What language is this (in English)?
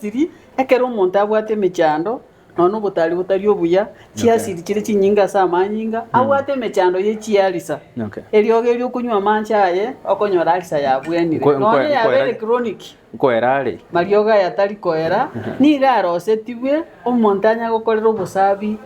Gusii